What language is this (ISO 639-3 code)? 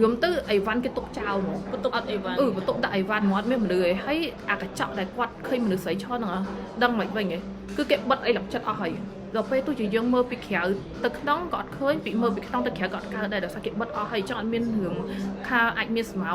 khm